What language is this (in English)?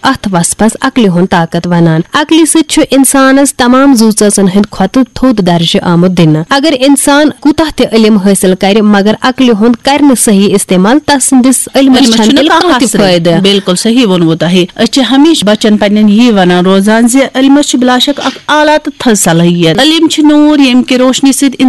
Kashmiri